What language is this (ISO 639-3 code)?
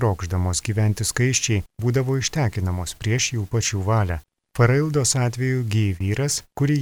lit